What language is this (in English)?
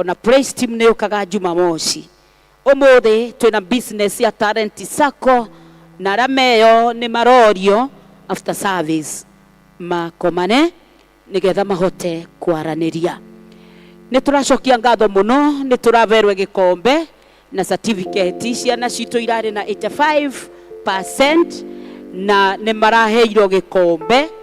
Kikuyu